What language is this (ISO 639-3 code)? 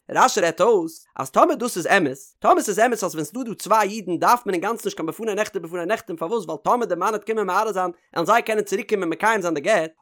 yid